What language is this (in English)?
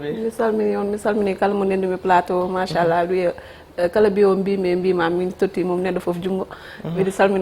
Fula